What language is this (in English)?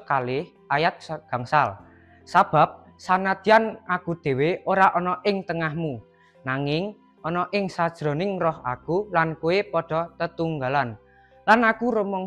Javanese